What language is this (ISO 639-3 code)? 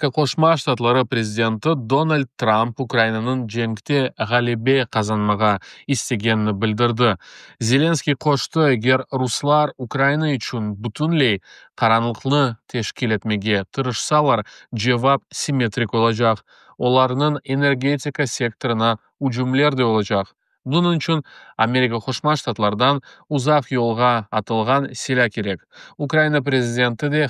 crh